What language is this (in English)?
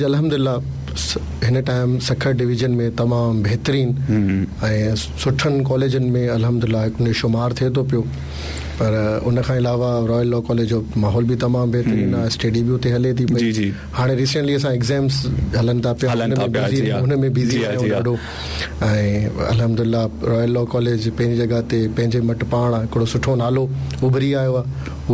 Sindhi